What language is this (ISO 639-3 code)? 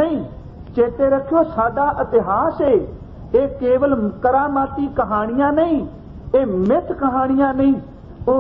pan